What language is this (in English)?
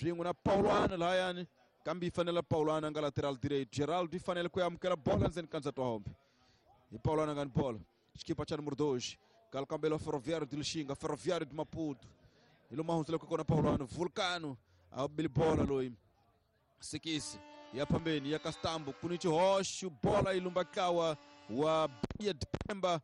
Tsonga